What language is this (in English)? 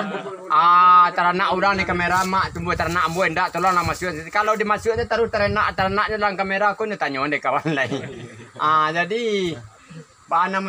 Minangkabau